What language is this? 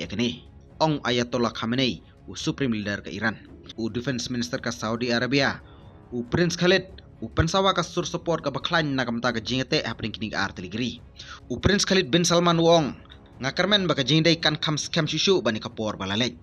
Khasi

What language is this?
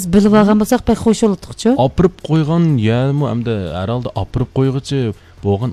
Uyghur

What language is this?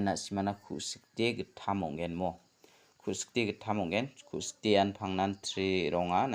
Garo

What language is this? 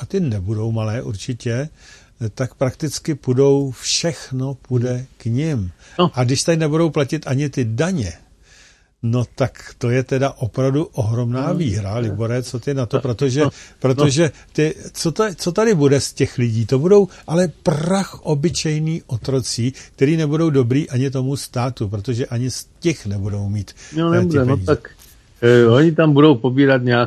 Czech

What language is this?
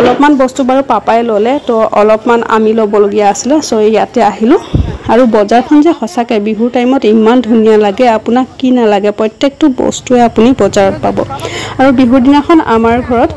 Assamese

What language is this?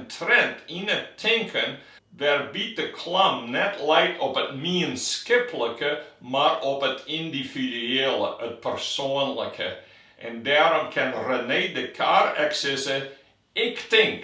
Western Frisian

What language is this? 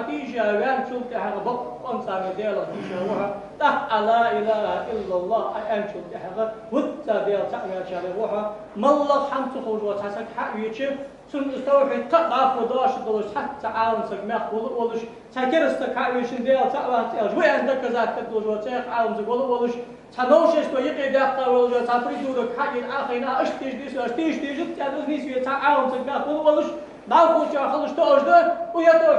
Ingush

